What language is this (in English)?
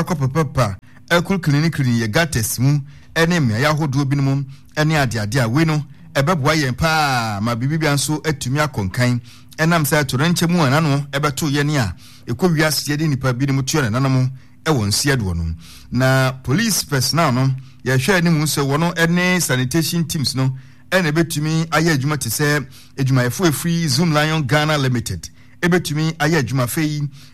Akan